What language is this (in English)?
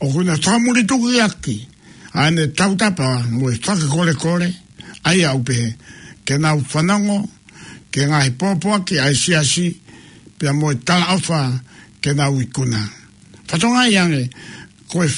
Tongan